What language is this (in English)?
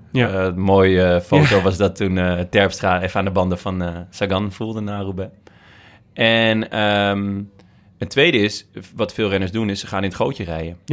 Dutch